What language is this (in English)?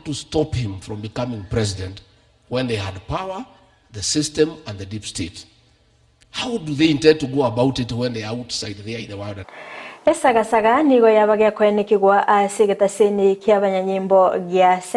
Gusii